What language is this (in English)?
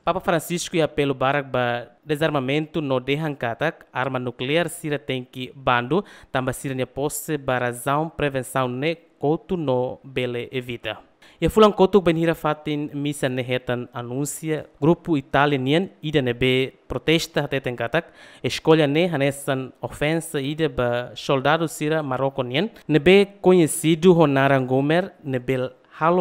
Tetum